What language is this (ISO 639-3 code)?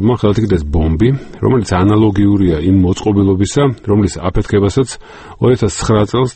kat